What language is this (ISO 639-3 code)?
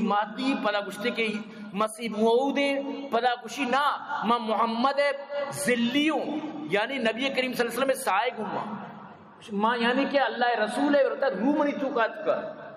bgp